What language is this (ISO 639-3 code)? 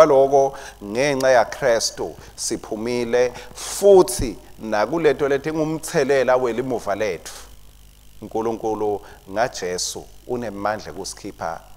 ssw